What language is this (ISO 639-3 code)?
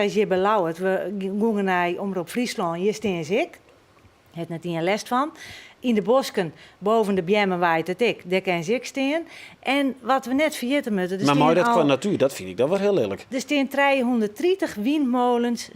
fry